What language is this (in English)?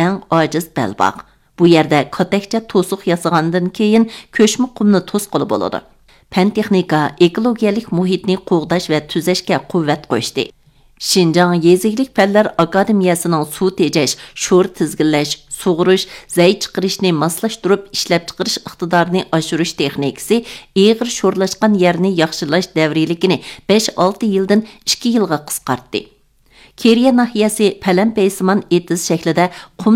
Uyghur